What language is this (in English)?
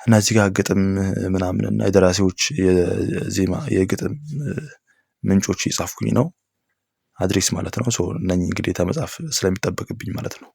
Amharic